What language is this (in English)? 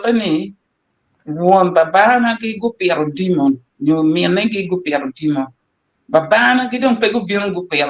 Acoli